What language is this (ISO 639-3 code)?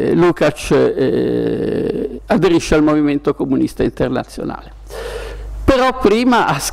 ita